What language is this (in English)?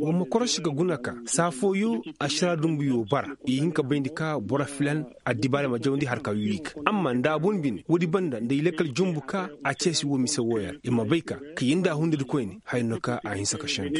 Koyraboro Senni